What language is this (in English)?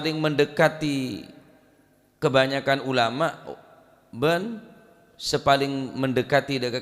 Madurese